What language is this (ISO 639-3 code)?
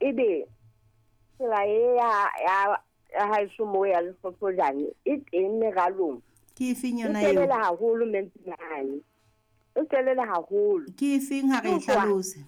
sot